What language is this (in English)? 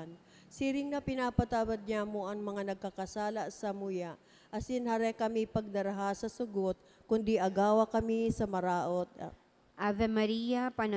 Bikol